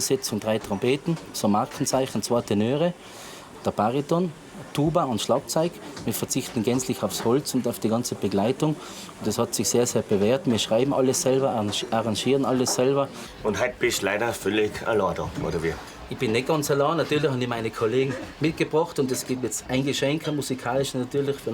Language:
Bavarian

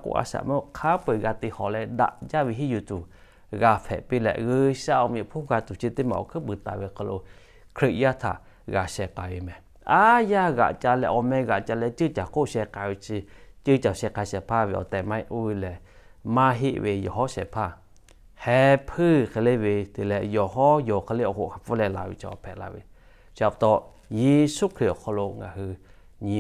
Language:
Lahu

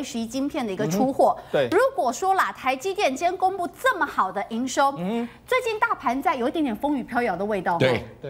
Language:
Chinese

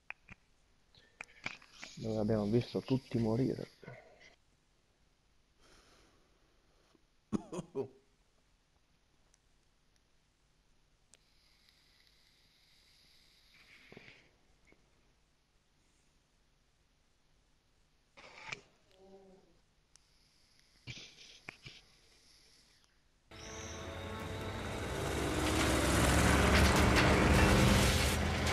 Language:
Italian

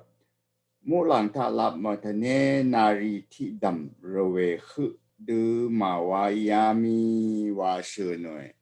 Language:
Rawang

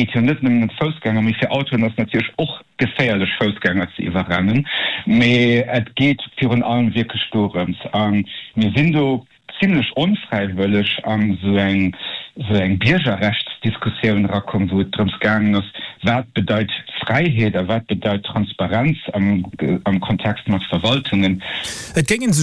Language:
Luxembourgish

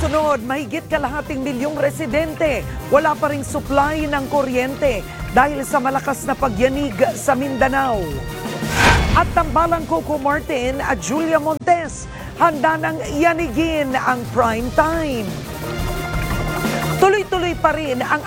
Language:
Filipino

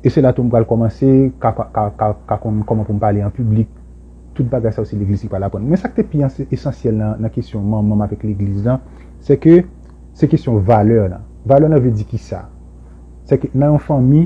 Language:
Haitian Creole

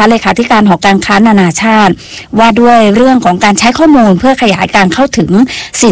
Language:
Thai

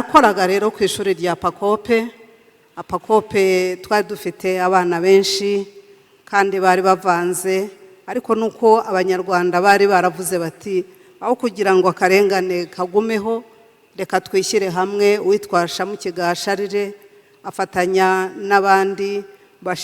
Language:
Kinyarwanda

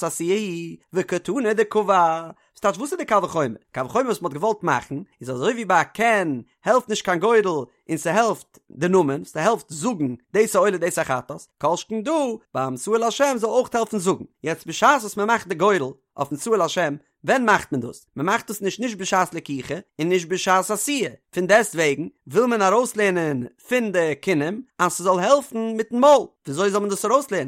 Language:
Yiddish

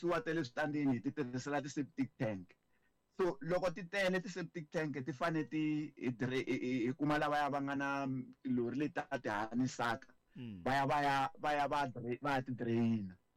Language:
Tsonga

